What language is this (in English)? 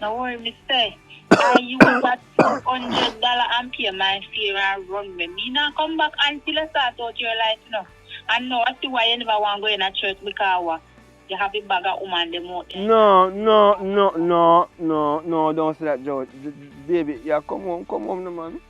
Jamaican Creole English